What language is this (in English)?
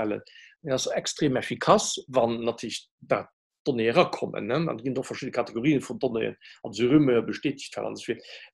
Luxembourgish